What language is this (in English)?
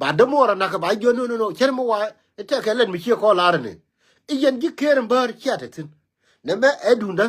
Nuer